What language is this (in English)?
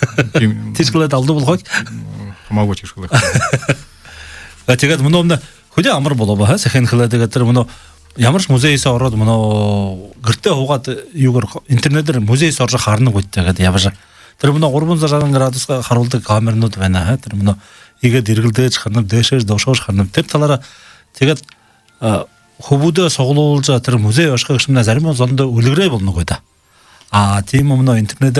Buriat